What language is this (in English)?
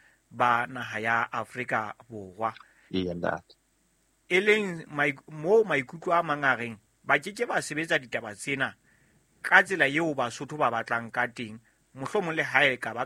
Southern Sotho